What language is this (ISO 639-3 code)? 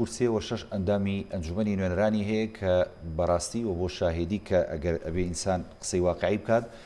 ckb